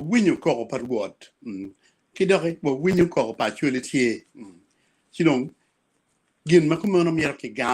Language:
Acoli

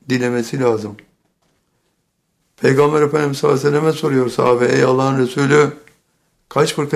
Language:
Turkish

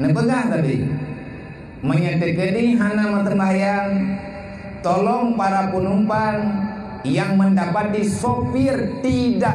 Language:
Achinese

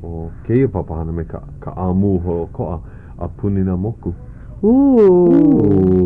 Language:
Hawaiian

